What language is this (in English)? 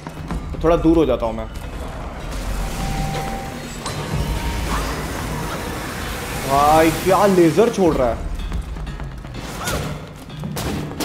Hindi